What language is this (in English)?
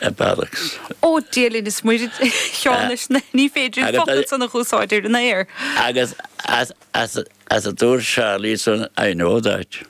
Irish